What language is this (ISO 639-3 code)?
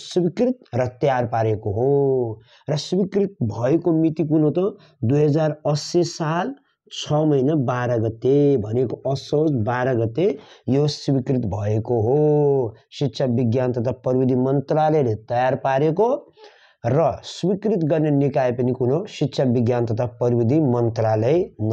nep